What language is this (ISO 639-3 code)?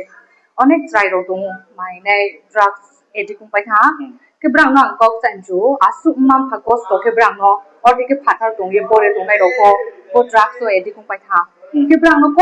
ria